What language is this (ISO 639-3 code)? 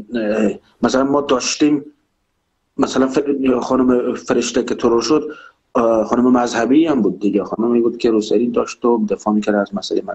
fas